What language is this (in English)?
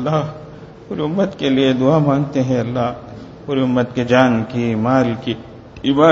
Urdu